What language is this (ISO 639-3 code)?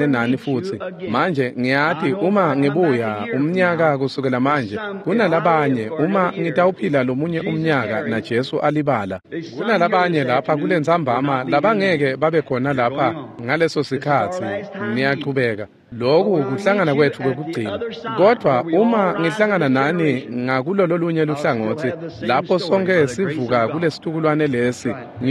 ssw